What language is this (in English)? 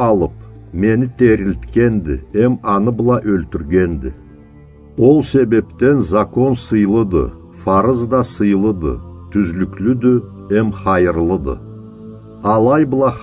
Karachay-Balkar